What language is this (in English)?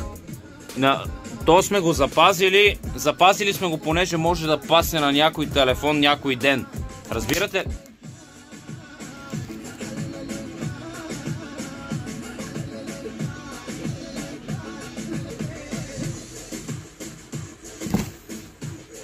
Bulgarian